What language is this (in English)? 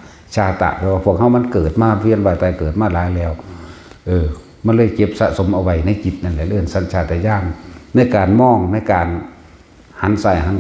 Northeastern Thai